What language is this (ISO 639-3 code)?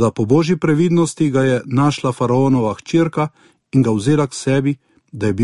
slv